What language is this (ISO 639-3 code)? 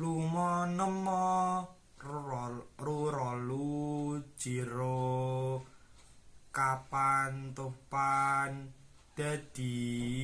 jav